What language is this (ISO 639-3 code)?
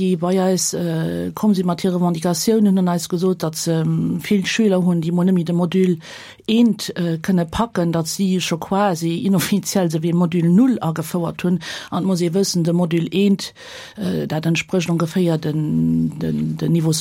ltz